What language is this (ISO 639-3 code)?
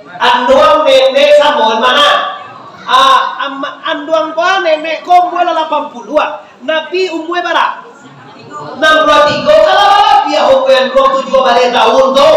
min